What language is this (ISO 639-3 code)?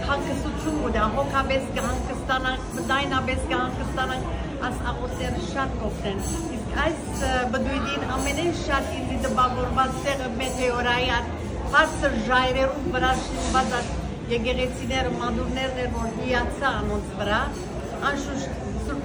hyw